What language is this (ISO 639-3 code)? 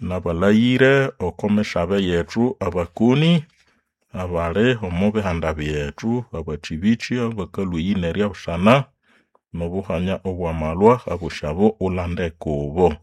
nnb